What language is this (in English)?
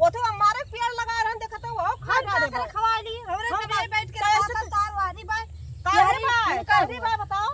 Awadhi